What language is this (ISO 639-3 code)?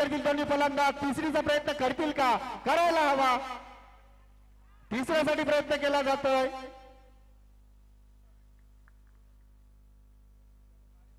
mar